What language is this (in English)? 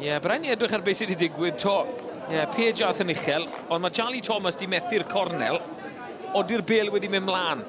Welsh